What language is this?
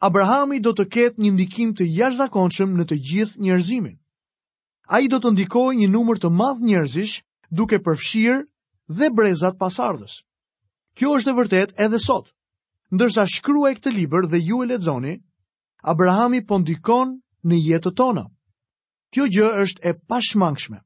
Albanian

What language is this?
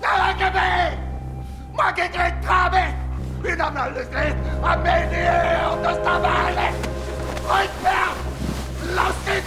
Breton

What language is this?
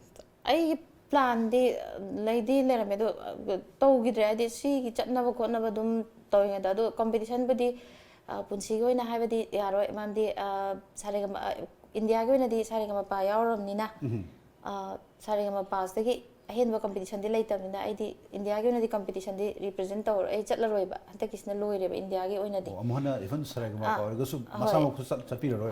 Manipuri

